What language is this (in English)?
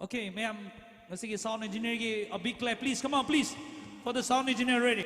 Tangkhul Naga (India)